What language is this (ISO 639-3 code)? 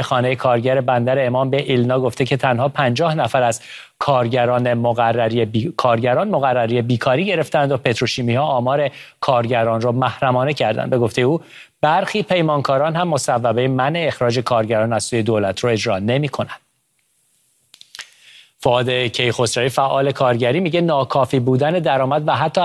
fas